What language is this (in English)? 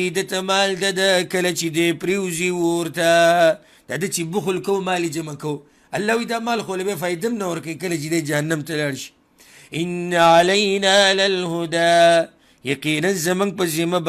Pashto